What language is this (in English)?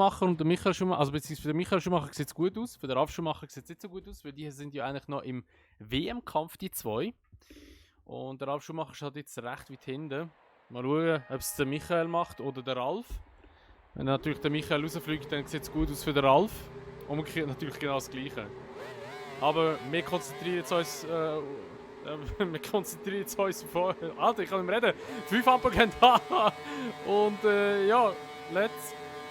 Swiss German